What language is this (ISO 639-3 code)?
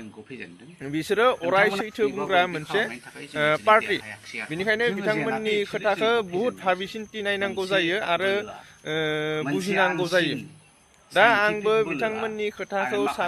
brx